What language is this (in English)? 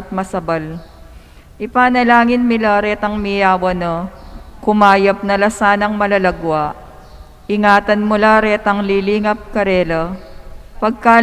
Pampanga